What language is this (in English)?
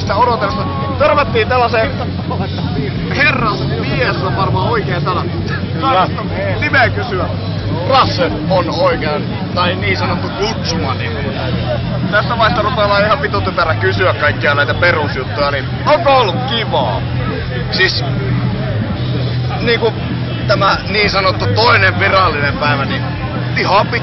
Finnish